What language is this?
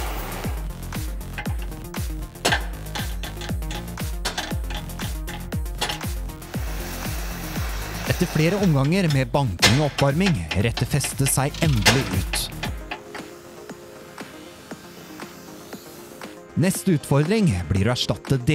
Norwegian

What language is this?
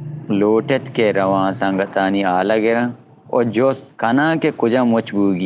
Baluchi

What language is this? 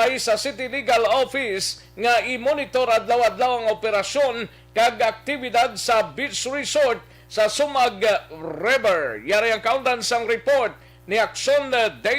Hiligaynon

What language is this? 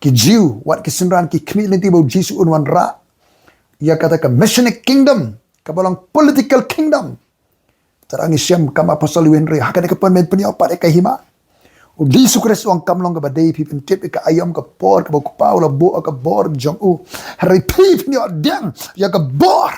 Khasi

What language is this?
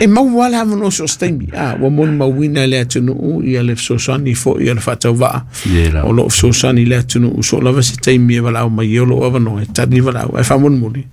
Samoan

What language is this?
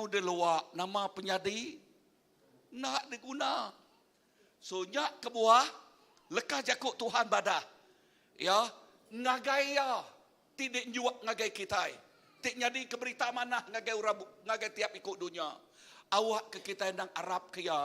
Iban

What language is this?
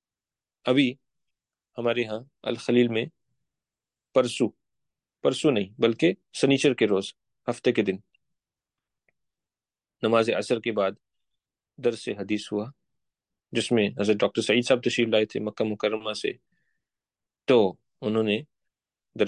Urdu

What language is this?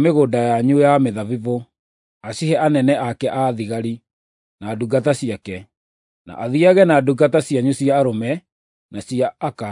Kikuyu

